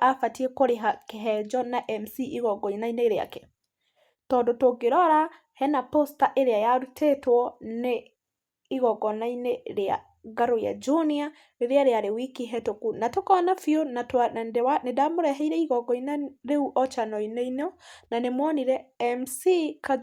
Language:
Kikuyu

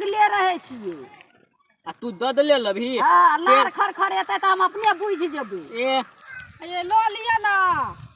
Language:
Maithili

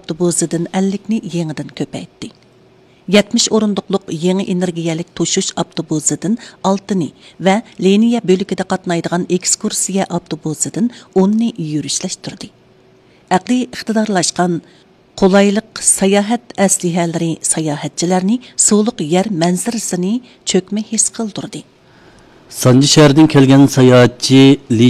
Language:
Uyghur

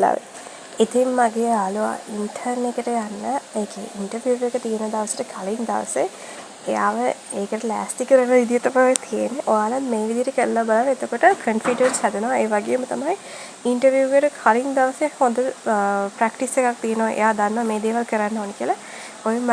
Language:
Sinhala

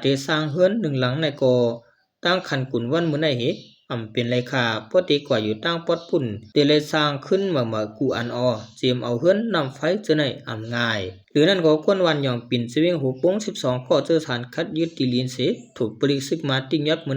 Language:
Shan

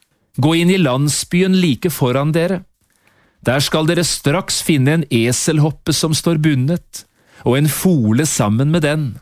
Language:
Norwegian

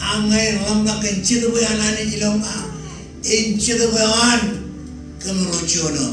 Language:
Marshallese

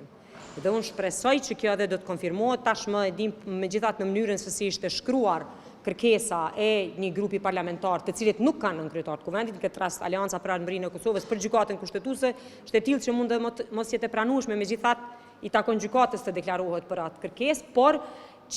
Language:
Albanian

